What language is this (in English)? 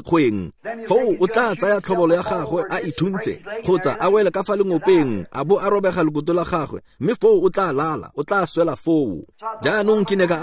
Tswana